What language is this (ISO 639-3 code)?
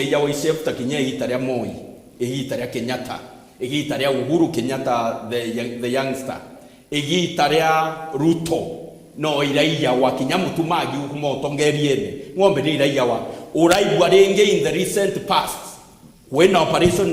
mer